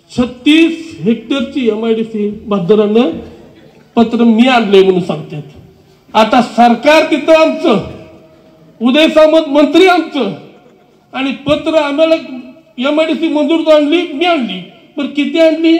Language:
Marathi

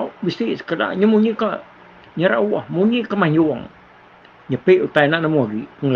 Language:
Iban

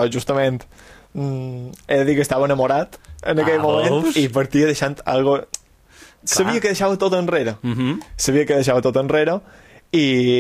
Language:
Catalan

